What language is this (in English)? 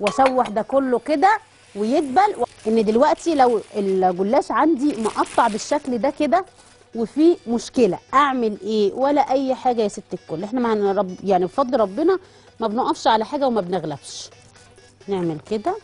Egyptian Arabic